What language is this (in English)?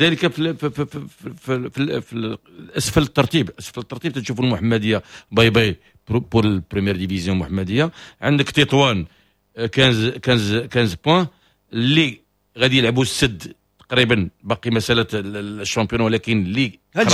Moroccan Arabic